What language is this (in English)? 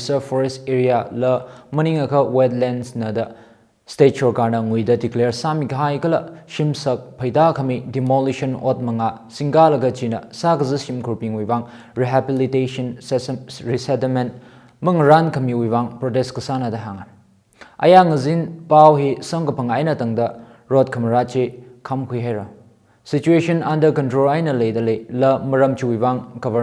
Tangkhul Naga (India)